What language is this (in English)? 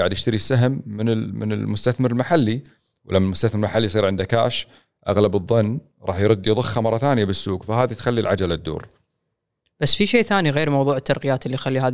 Gulf Arabic